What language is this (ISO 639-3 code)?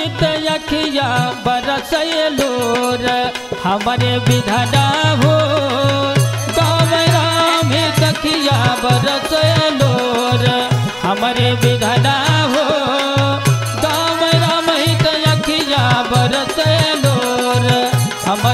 bho